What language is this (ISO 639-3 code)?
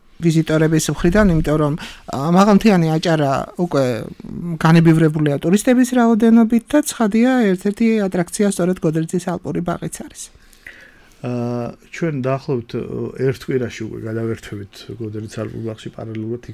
kat